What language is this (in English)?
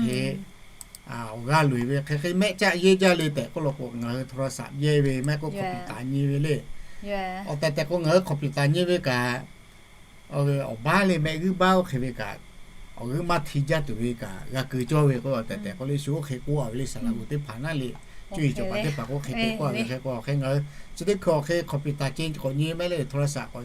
Lahu